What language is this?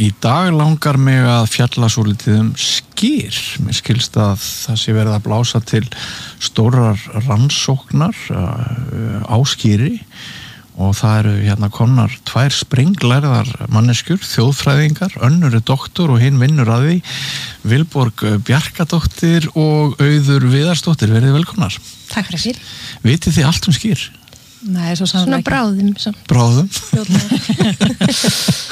Icelandic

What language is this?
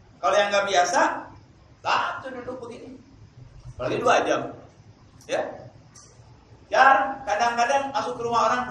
Indonesian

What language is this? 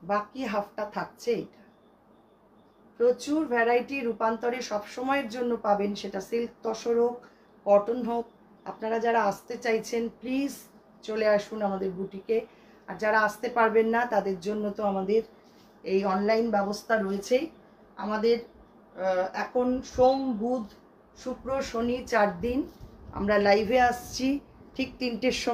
Bangla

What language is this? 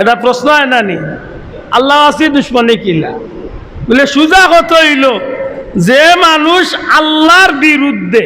Sylheti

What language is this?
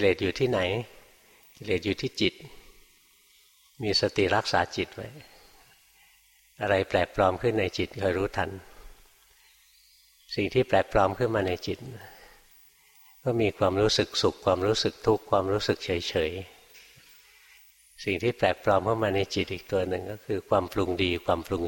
Thai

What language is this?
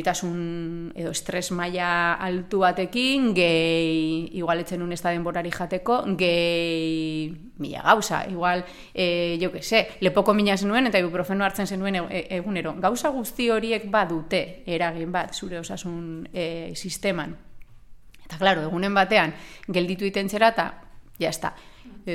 Basque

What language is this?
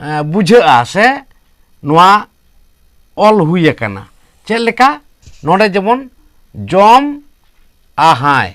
Santali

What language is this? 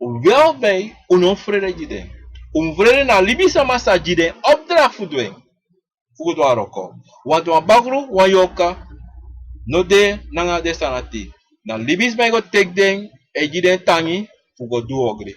Sranan Tongo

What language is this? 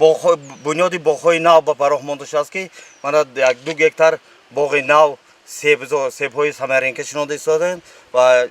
Tajik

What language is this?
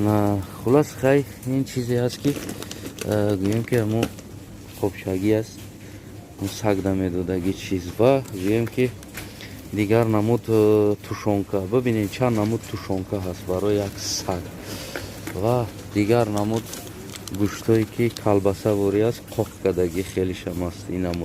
Tajik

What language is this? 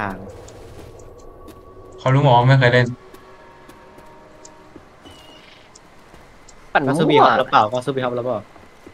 Thai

